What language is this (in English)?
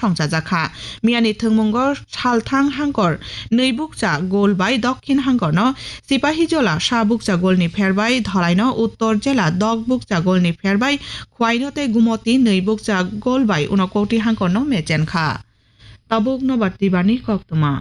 Kok Borok